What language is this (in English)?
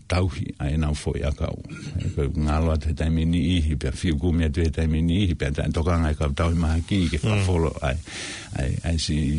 Tongan